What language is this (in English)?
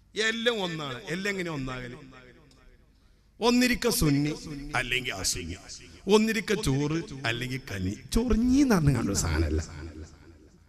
Malayalam